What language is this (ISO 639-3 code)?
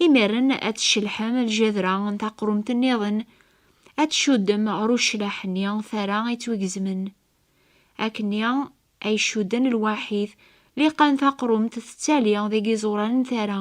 kab